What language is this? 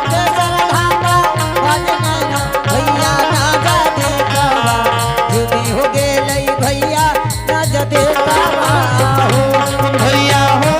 Angika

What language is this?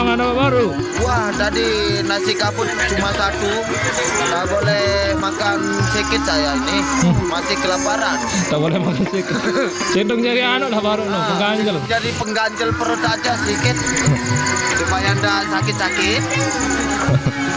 Sasak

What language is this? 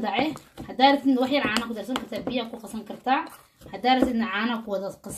Somali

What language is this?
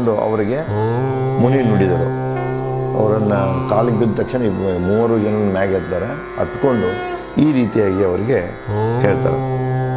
Kannada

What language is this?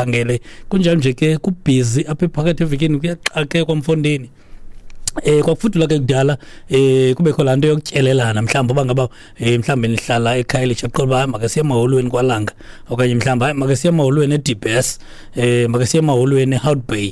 Xhosa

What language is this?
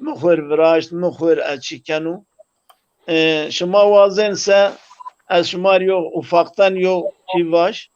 Zaza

